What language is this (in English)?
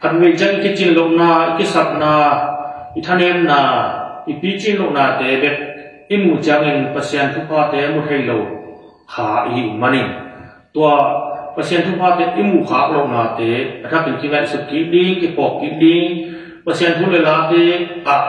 Tedim Chin